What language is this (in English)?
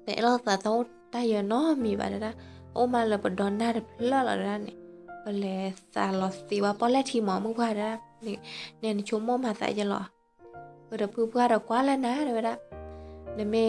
S'gaw Karen